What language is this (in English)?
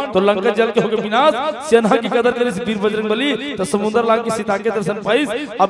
Chhattisgarhi